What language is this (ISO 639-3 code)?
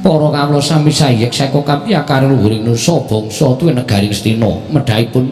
jav